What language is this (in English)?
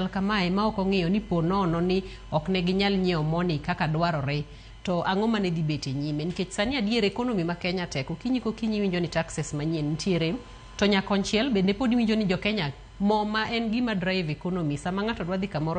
Luo (Kenya and Tanzania)